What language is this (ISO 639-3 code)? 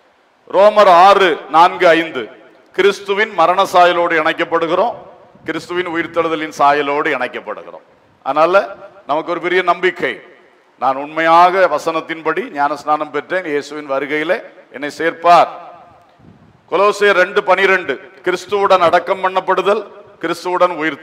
tam